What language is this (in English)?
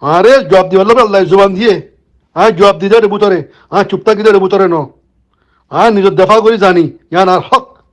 Rohingya